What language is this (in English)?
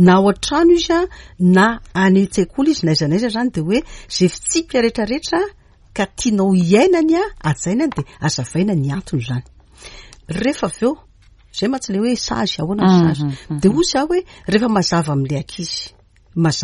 Malagasy